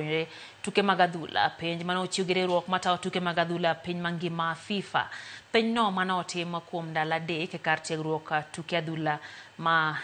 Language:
Luo (Kenya and Tanzania)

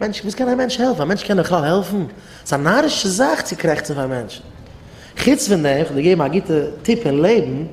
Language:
Yiddish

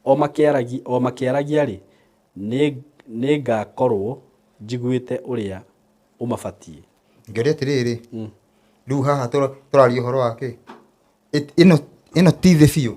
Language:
Kikuyu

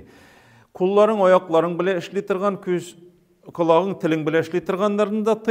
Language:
Tatar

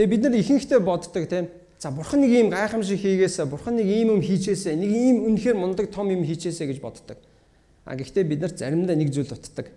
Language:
Mongolian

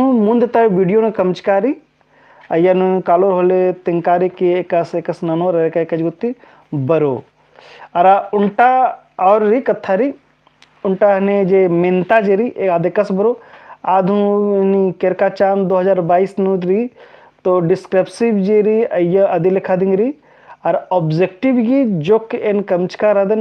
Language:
Kurukh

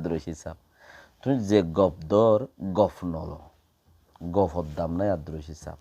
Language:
Rohingya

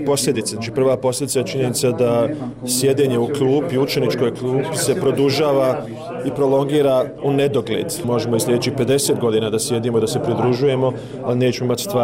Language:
Bosnian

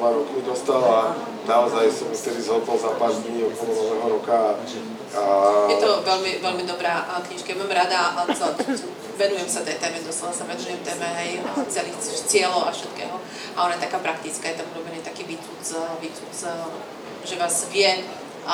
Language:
Slovak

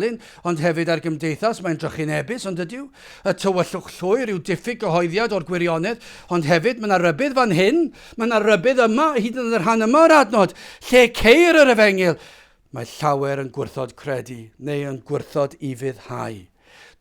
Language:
Welsh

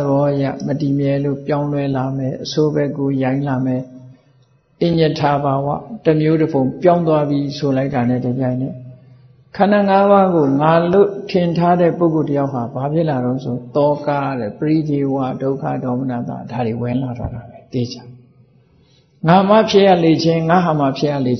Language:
Burmese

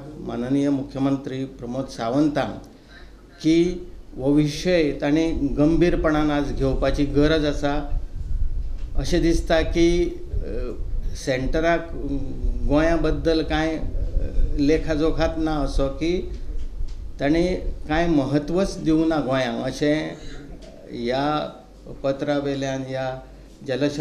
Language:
Konkani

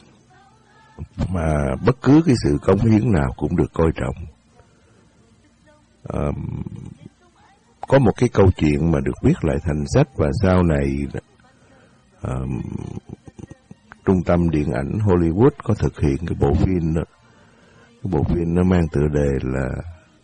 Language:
Vietnamese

